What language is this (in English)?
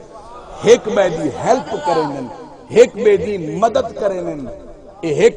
Saraiki